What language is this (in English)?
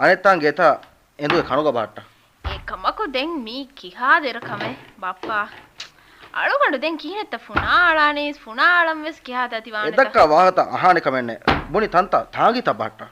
Divehi